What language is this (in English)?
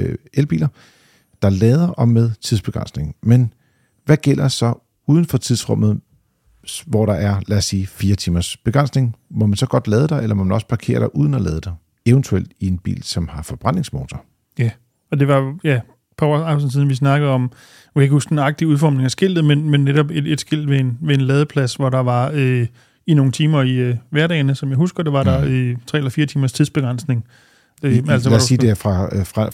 Danish